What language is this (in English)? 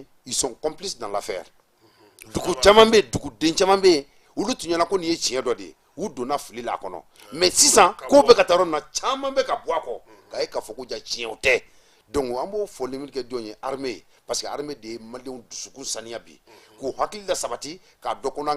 Bambara